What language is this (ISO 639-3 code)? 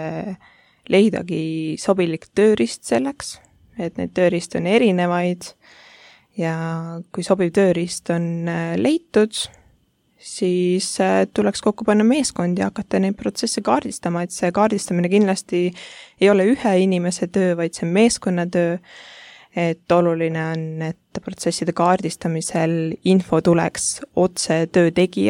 est